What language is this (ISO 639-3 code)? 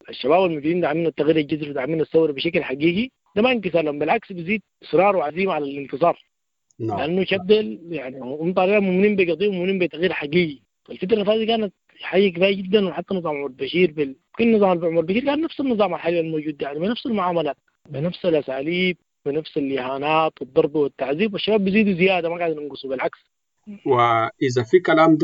apd